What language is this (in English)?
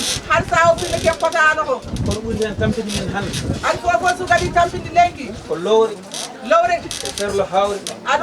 Fula